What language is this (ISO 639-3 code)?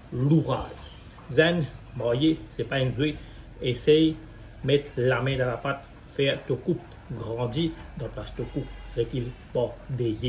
mfe